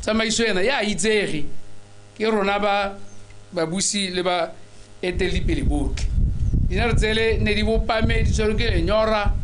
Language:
Tswana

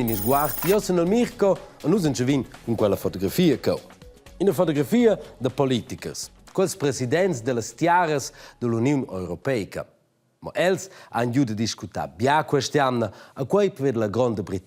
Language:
Romansh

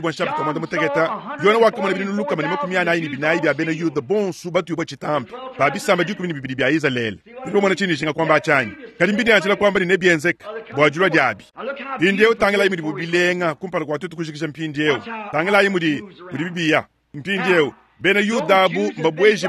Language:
Luba-Lulua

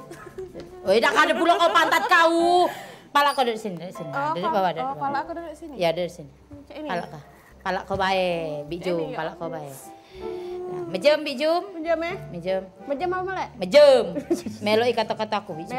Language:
Musi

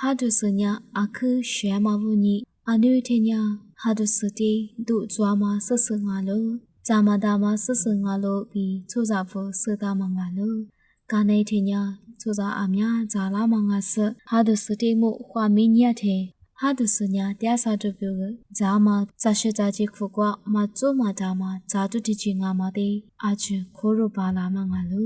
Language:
Lisu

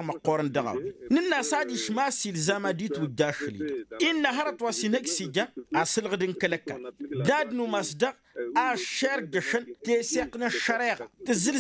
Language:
Tamasheq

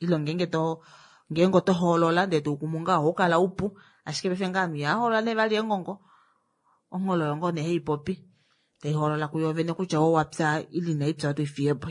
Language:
Kuanyama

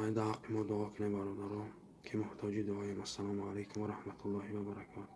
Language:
Tajik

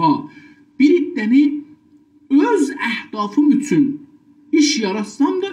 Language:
South Azerbaijani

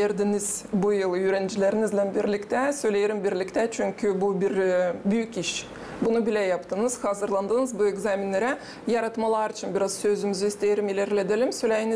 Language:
Gagauz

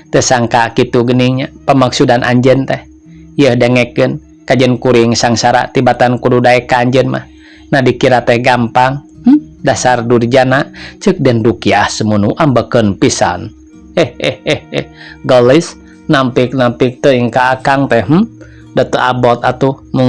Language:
Sundanese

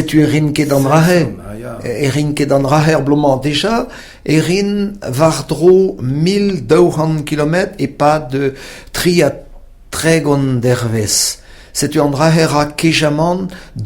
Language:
Breton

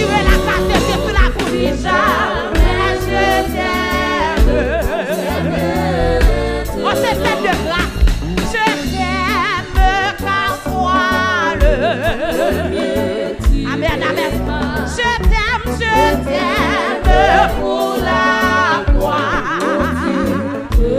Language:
French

